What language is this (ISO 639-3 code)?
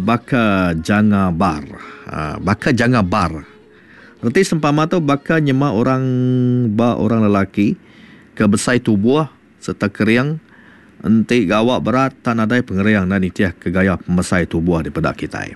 iba